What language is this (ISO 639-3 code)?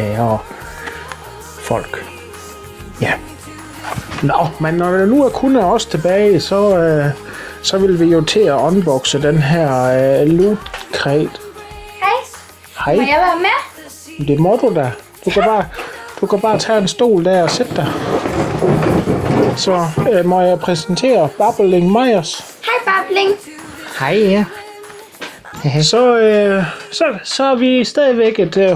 dan